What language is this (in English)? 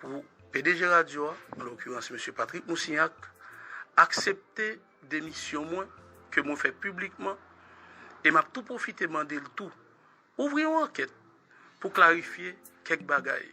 Haitian Creole